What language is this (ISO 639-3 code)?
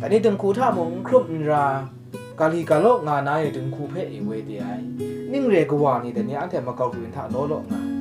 kac